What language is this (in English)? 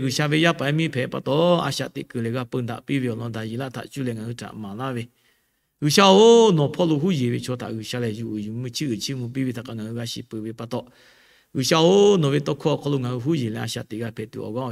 Lahu